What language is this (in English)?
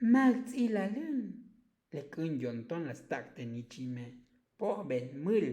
Tzotzil